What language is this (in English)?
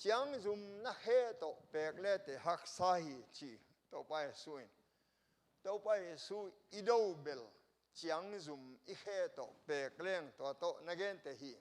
Tedim Chin